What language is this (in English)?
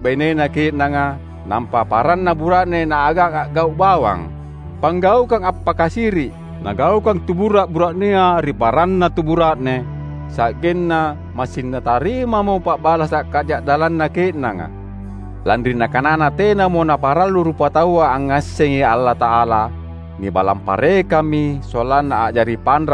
Makasar